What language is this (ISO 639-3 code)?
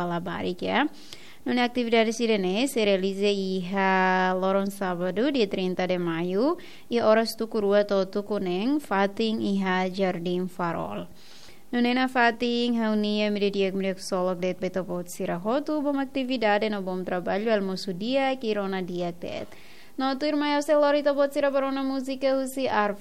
tet